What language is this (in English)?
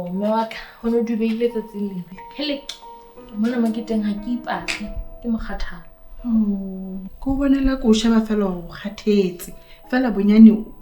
Southern Sotho